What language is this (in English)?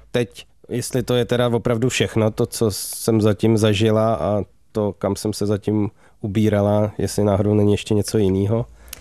Czech